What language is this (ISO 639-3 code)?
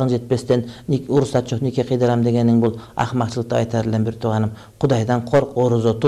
kir